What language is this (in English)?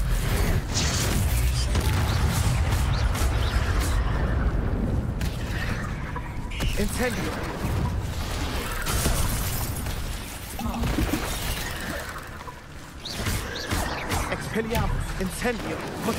German